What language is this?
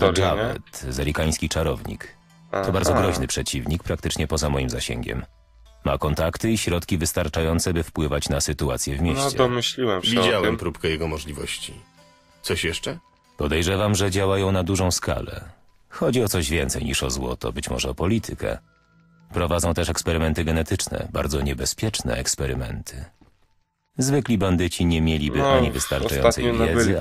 Polish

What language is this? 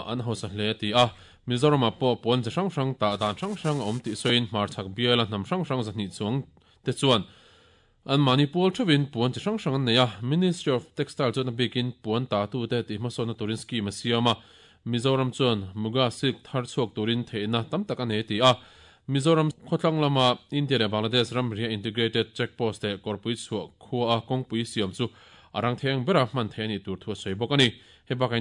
Mizo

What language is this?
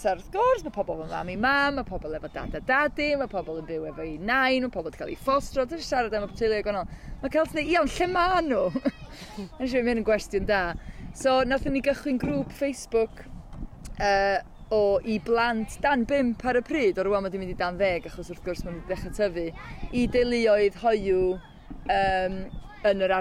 Welsh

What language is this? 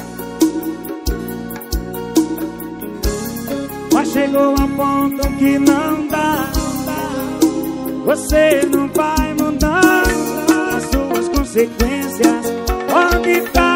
Portuguese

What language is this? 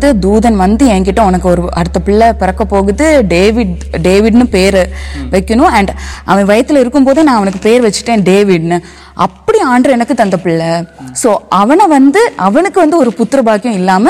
Tamil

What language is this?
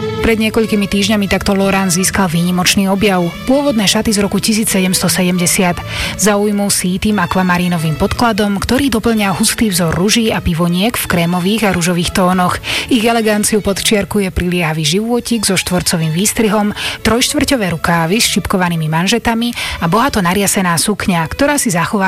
Slovak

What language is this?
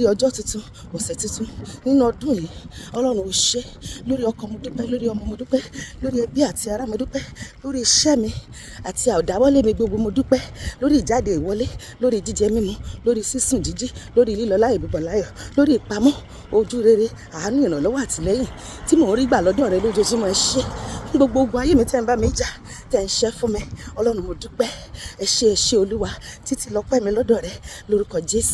Yoruba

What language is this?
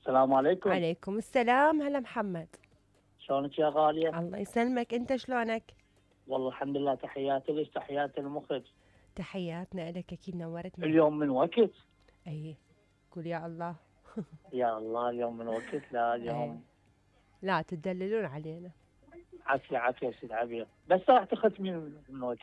Mesopotamian Arabic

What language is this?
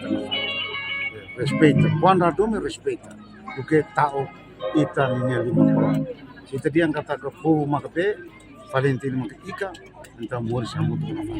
Tetum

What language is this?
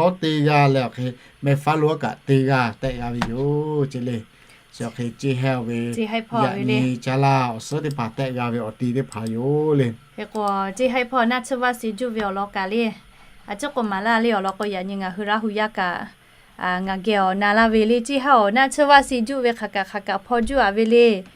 Lahu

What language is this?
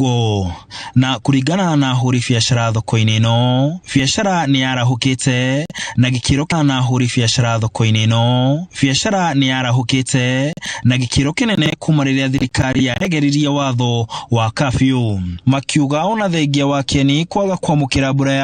Kikuyu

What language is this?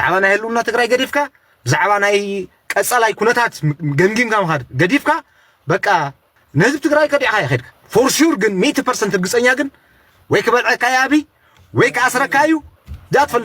Tigrinya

